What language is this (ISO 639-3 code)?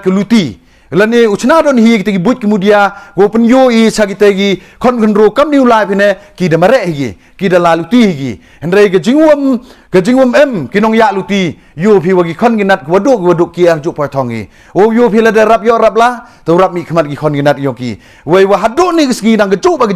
pbv